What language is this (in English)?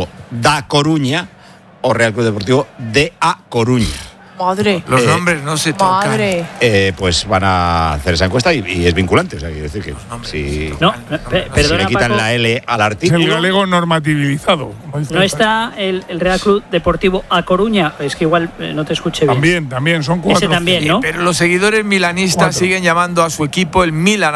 Spanish